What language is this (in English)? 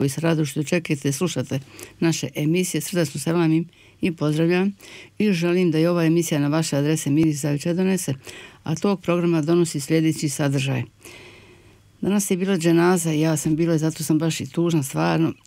Bosnian